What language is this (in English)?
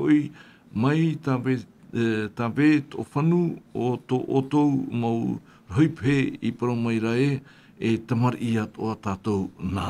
Tahitian